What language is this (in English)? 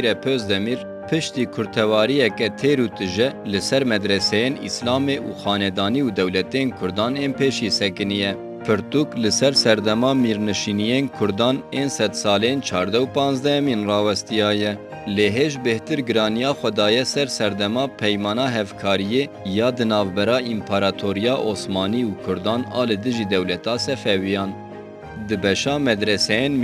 Kurdish